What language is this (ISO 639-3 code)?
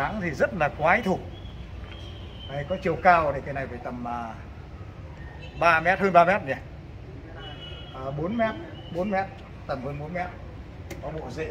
vie